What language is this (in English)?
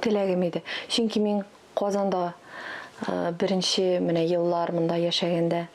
Tatar